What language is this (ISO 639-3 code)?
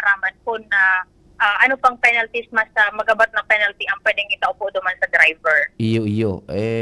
bik